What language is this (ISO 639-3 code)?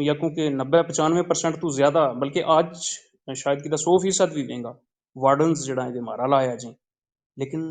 gju